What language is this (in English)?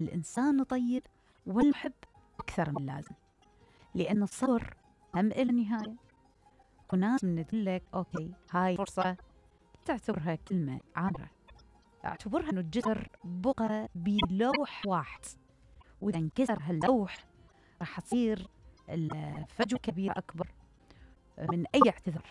Mesopotamian Arabic